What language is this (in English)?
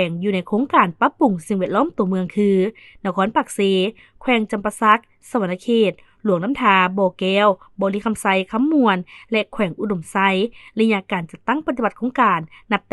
Lao